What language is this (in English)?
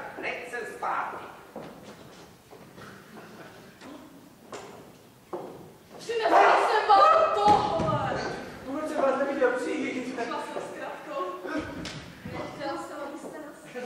Czech